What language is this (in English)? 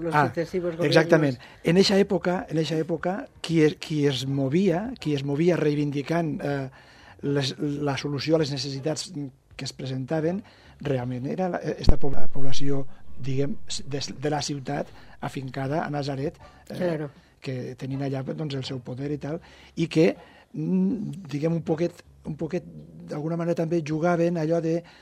Catalan